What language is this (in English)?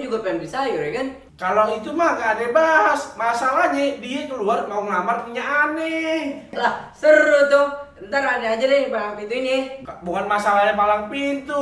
Betawi